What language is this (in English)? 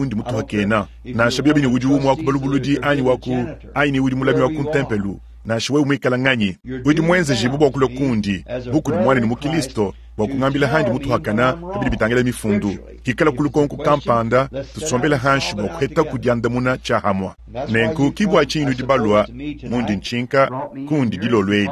Luba-Lulua